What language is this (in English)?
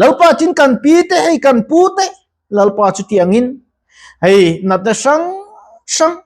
Mizo